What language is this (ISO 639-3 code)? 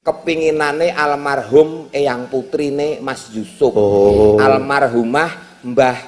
jav